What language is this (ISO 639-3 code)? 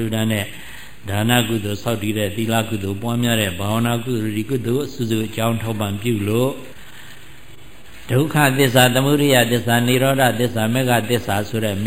mya